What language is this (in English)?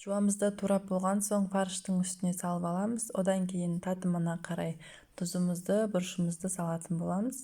Kazakh